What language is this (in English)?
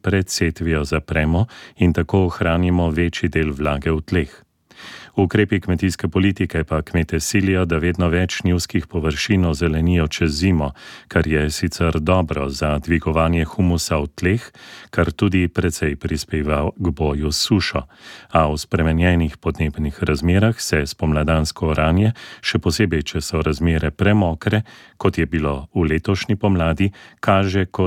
Slovenian